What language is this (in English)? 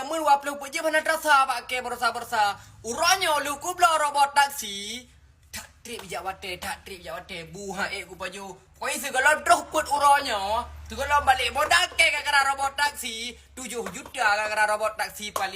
Achinese